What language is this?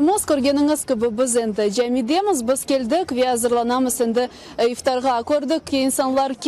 Crimean Tatar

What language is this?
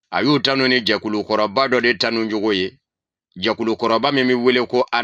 Bambara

